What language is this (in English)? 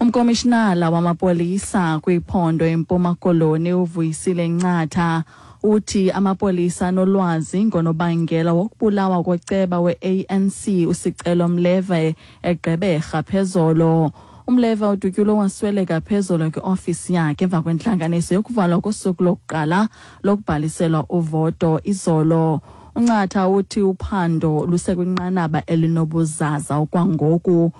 Xhosa